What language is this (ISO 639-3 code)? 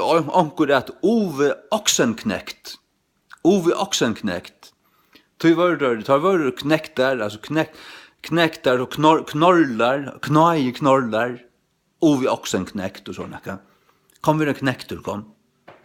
fao